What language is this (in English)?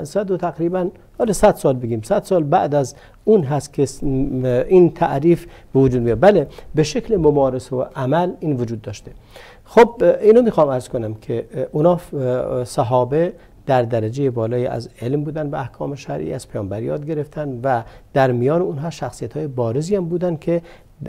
Persian